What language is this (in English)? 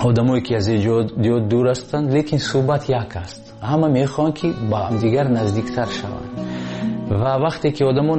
Tajik